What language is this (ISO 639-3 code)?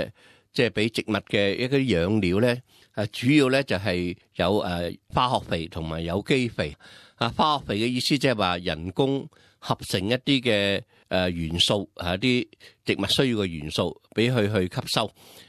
yue